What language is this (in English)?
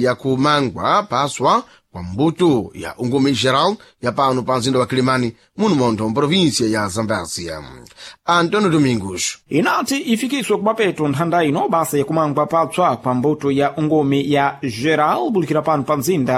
Sena